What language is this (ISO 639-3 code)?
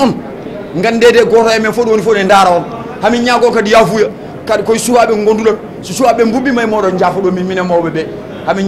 ful